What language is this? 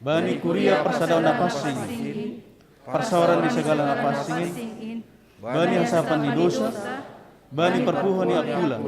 Batak Simalungun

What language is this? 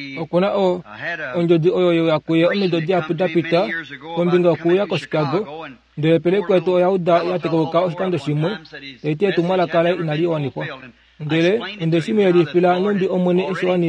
Kuanyama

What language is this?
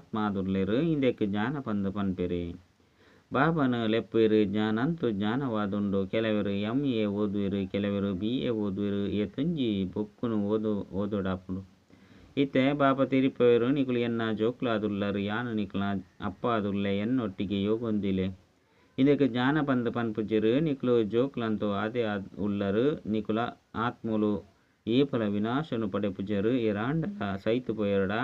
Tulu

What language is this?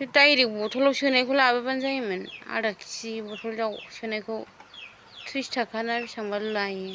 Bodo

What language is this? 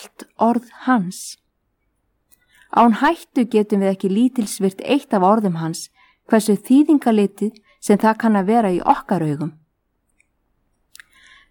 Icelandic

